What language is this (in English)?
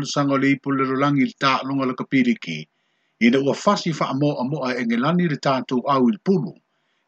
Samoan